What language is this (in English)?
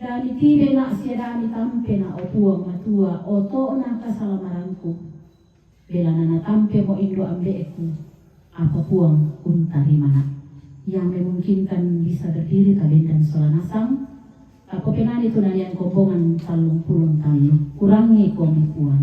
Toraja-Sa'dan